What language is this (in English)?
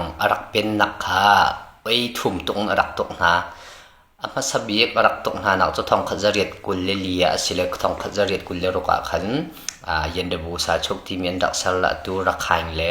Hakha Chin